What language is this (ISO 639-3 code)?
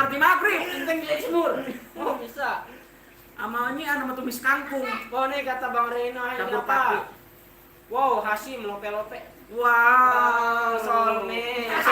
bew